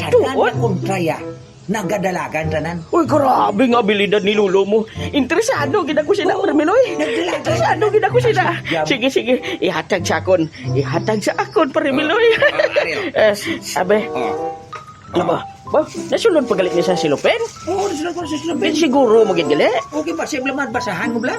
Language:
Hiligaynon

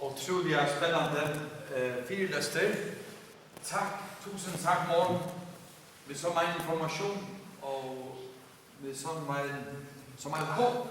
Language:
Faroese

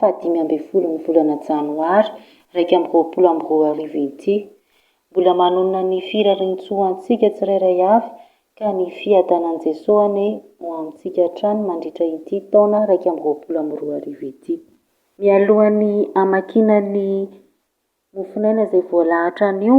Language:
Malagasy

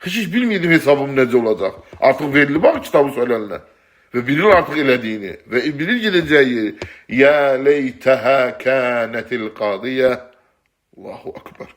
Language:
Azerbaijani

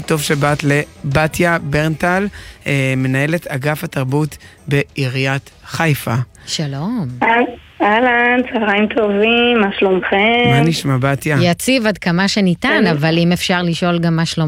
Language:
Hebrew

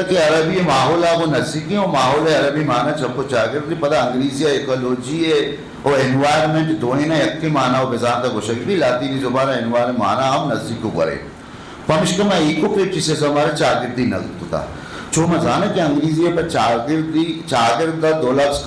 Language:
Eastern Balochi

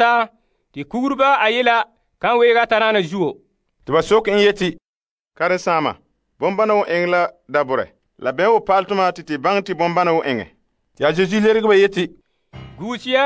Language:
Frafra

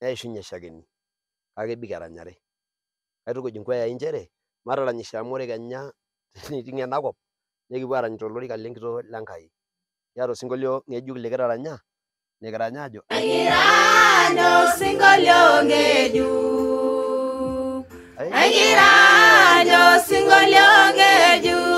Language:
Masai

